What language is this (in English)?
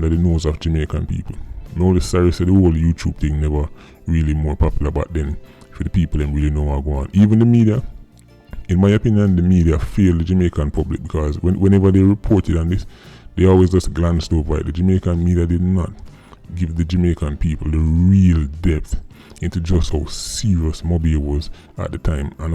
Jamaican Creole English